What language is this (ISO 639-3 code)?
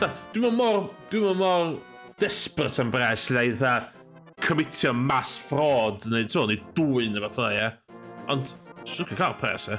cym